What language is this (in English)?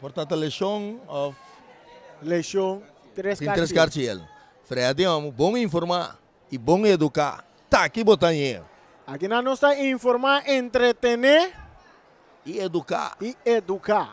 Papiamento